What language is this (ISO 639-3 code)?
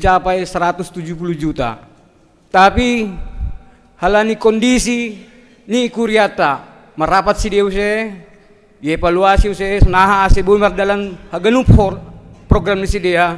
bts